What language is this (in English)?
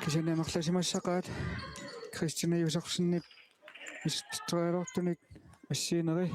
Kalaallisut